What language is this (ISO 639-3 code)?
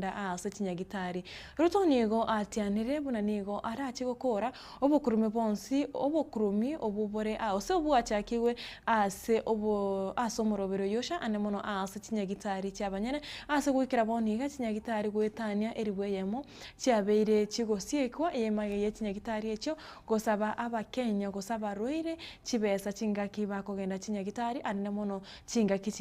guz